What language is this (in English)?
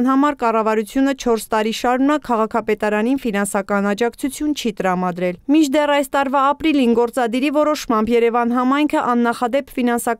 Armenian